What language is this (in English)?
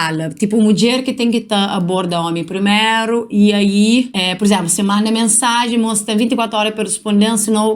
Kabuverdianu